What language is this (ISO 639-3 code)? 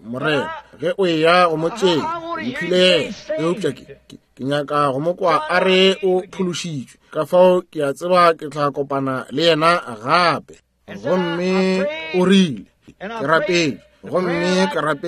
nso